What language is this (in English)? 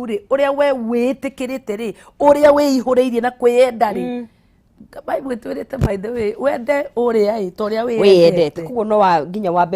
Kikuyu